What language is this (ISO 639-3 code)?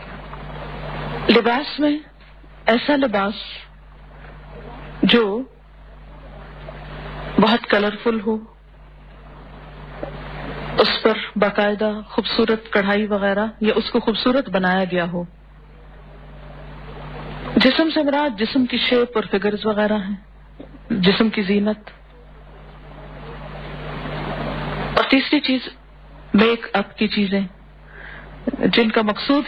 urd